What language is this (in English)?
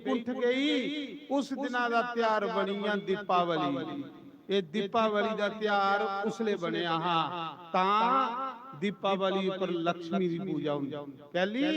Dogri